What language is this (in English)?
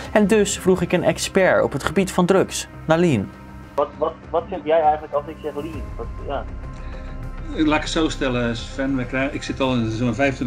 Dutch